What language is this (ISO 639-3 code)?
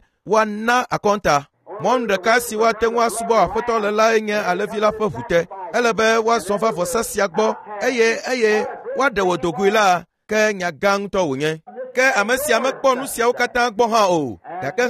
ewe